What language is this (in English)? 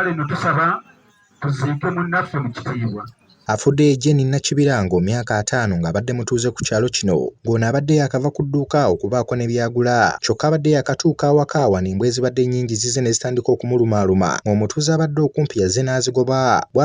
Ganda